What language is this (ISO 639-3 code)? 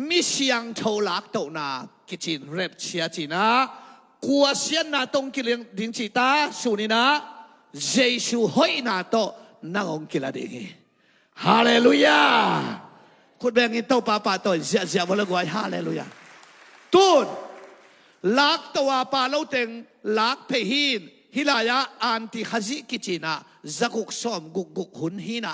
ctd